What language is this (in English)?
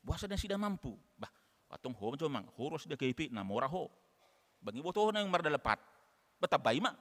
Batak Toba